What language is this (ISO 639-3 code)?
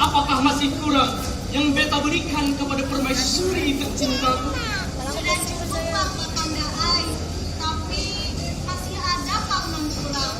bjn